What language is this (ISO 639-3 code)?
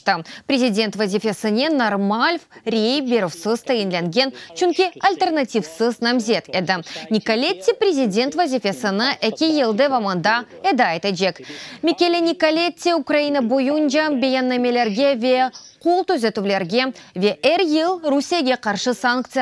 crh